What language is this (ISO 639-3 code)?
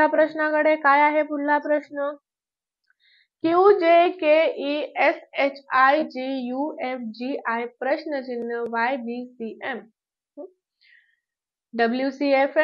mar